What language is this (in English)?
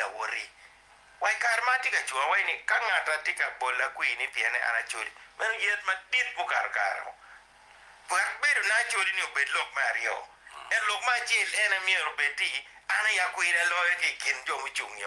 Acoli